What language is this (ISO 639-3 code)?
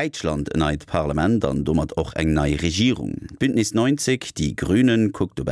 ltz